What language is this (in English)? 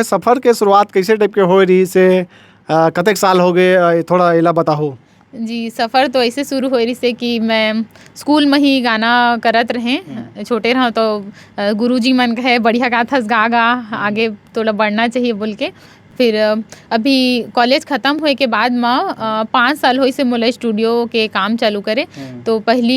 Chhattisgarhi